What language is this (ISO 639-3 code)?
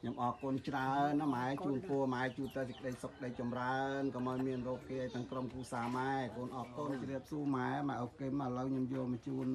khm